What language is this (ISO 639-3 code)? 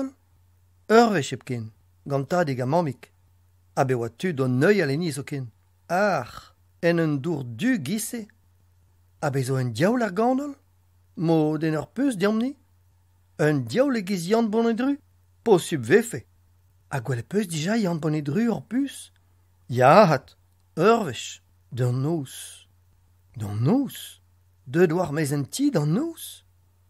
bre